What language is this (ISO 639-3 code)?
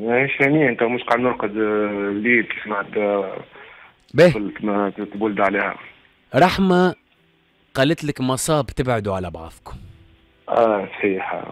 aeb